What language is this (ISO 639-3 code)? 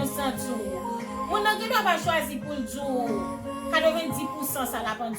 hat